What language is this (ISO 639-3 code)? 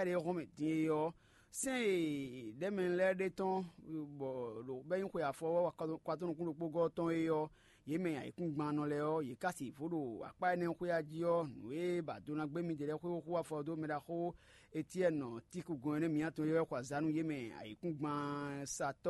fon